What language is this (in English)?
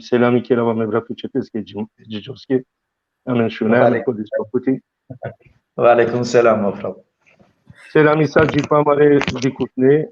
Balkan Romani